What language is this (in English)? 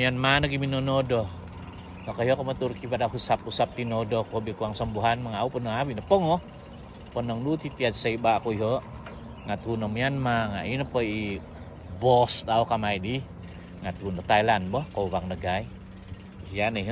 Central Dusun